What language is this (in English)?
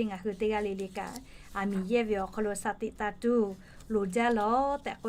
Lahu